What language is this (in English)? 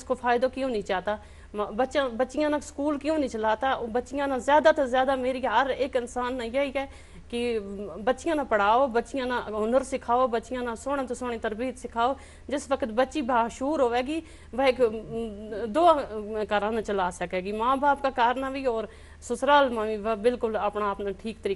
Gujari